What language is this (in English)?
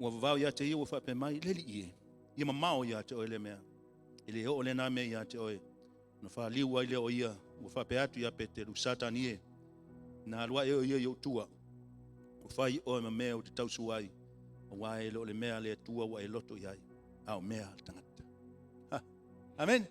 Samoan